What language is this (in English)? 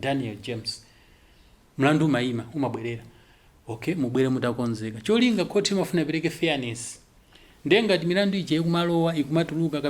Nyanja